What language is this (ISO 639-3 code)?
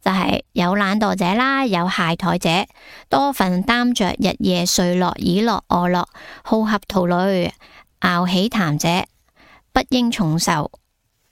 yue